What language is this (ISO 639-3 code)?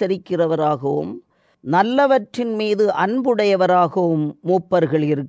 tam